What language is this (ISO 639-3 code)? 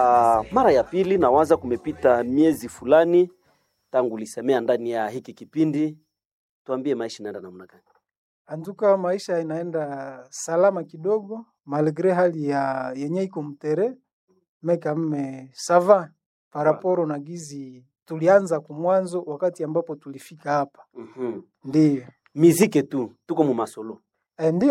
swa